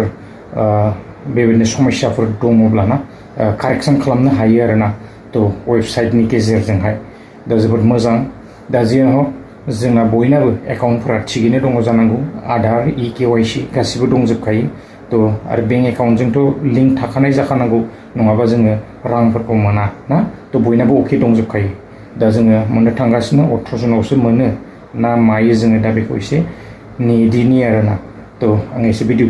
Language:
Bodo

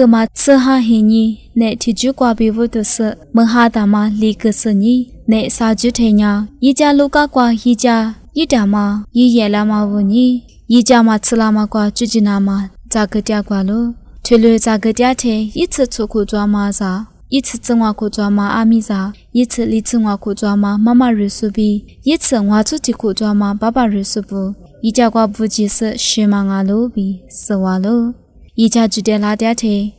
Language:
Lisu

